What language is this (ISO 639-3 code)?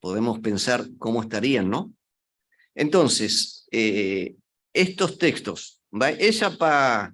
grn